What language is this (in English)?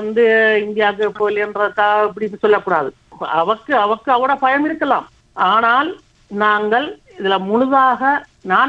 Tamil